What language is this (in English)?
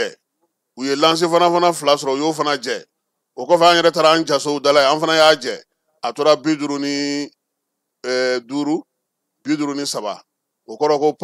Bambara